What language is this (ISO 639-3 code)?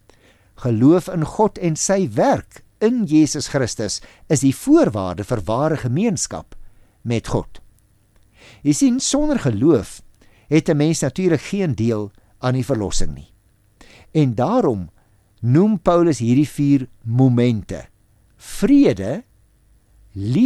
afr